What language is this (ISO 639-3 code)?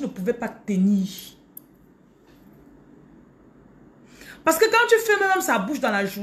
fra